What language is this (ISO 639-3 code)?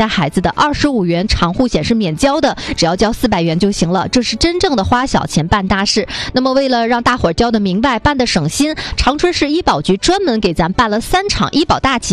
zho